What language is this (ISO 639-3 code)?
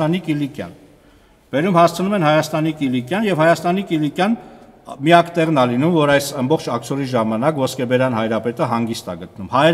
hye